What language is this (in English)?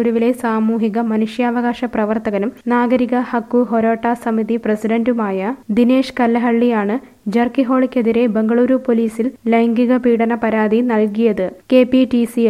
Malayalam